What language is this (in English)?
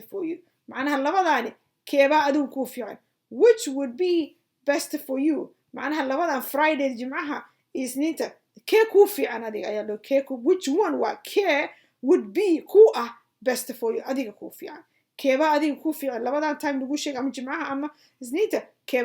Somali